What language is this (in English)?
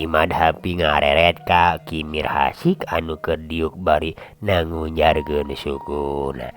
Sundanese